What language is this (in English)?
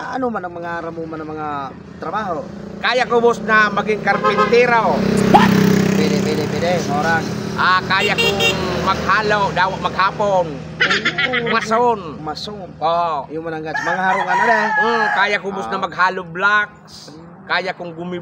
Bikol